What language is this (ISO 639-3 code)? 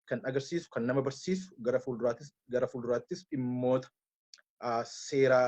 orm